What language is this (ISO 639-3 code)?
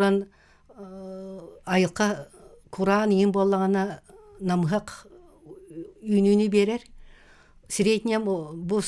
sah